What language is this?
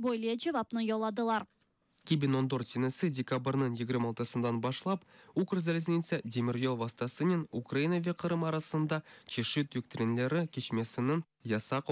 Crimean Tatar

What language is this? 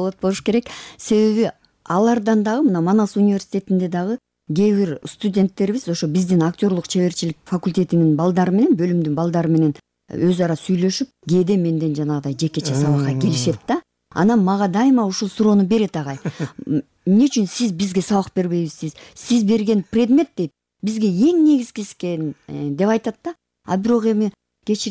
Kyrgyz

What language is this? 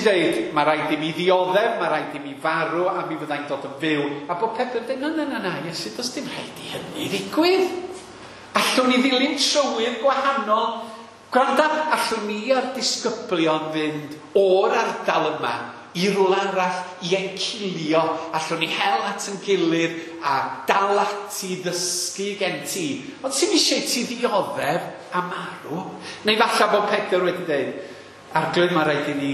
Welsh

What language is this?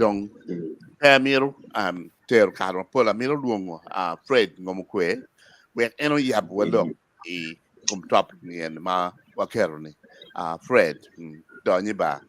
Acoli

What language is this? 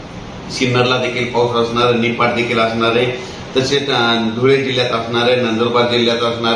Marathi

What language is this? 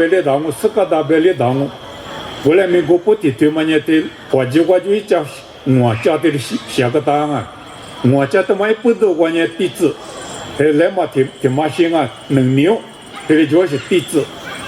Lisu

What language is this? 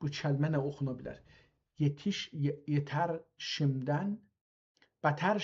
South Azerbaijani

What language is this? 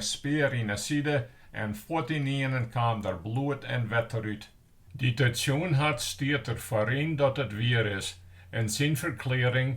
Western Frisian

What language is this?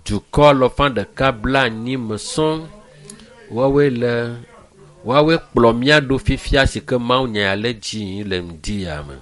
Ewe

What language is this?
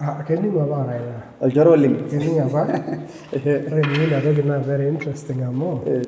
Masai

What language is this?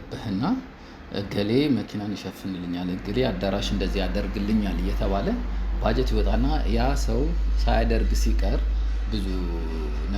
Amharic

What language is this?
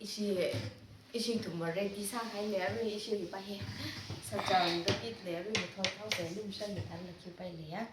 Tangkhul Naga (India)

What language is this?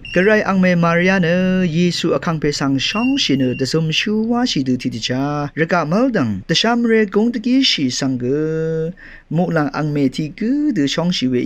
Rawang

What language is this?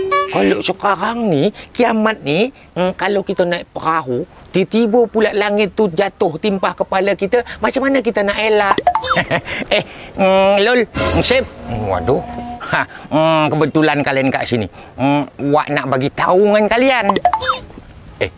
Malay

